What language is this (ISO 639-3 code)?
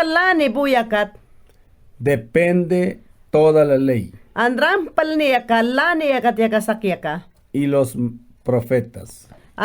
yan